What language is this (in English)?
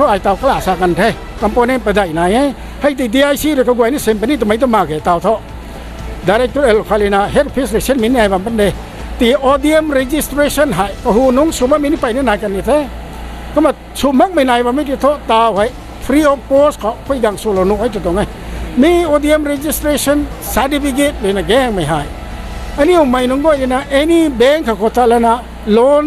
Rongmei Naga